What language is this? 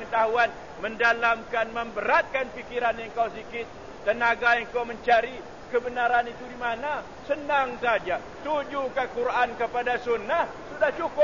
Malay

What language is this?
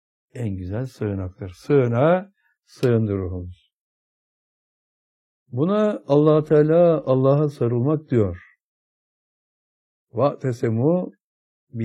Turkish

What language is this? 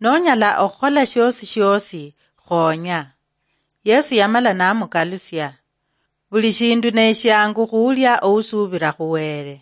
Luyia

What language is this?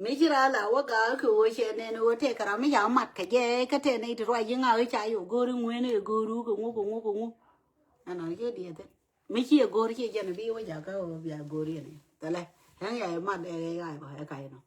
Nuer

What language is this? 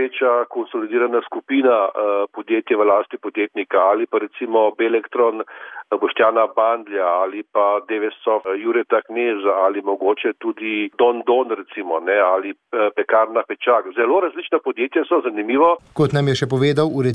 Slovenian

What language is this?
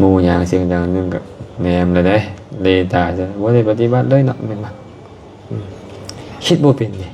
Lao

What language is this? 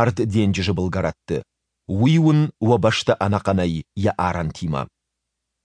Ossetic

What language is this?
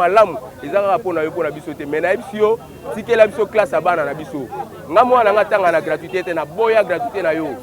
Lingala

